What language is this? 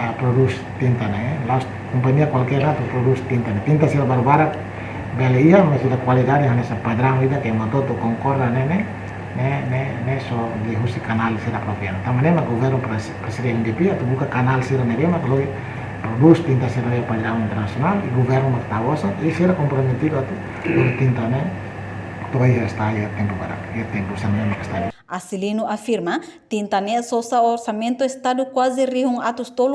Tetum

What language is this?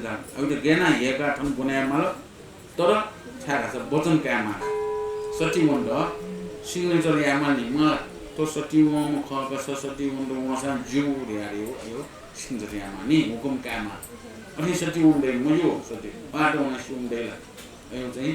Newari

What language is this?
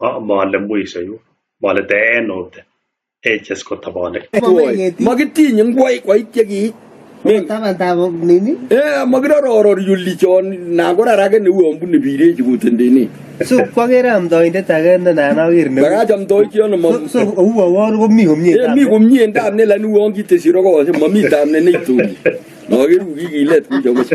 Kalenjin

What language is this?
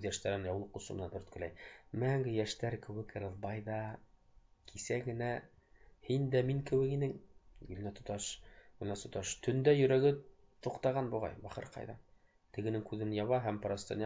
Bashkir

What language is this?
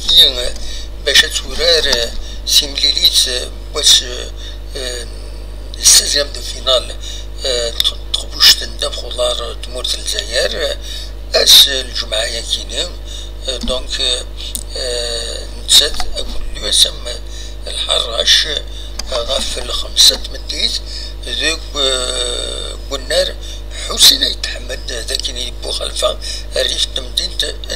Kabyle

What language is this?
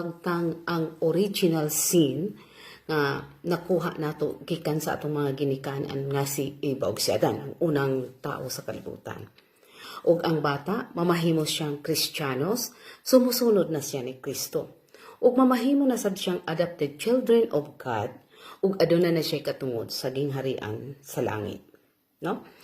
Cebuano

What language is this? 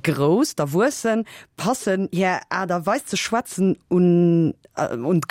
Luxembourgish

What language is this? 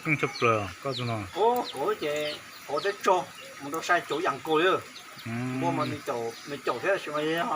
Hmong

